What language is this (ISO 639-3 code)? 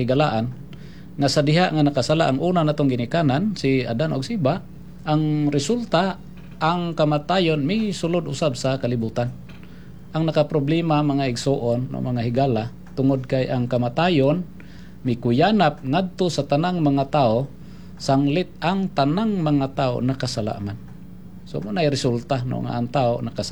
ceb